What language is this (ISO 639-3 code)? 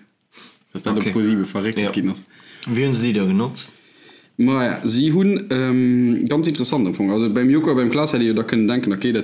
ltz